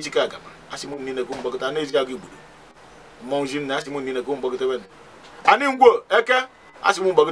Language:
Igbo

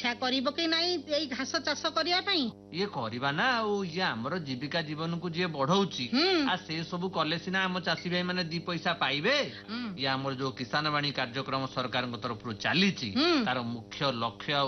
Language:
Odia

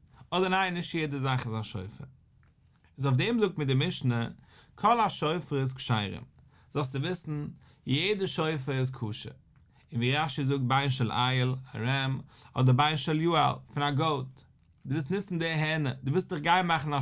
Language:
Yiddish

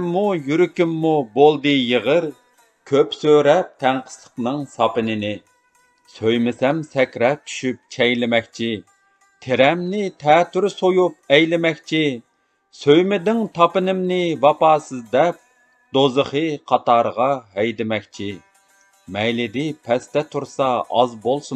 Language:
Uyghur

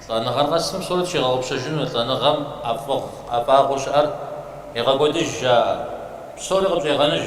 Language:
Kabardian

